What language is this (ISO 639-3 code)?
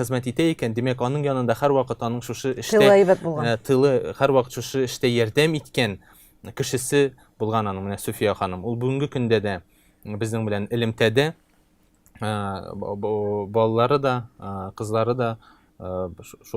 tat